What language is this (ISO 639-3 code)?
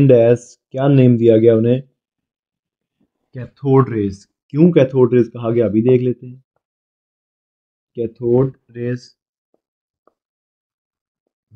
hin